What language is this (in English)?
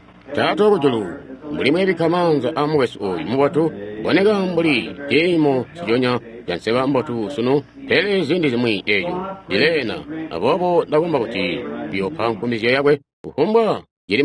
Tonga (Zambia)